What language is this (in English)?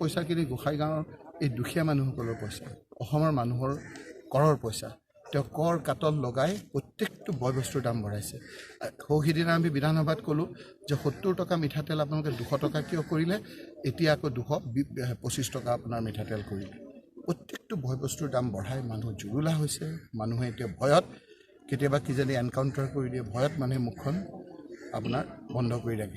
Assamese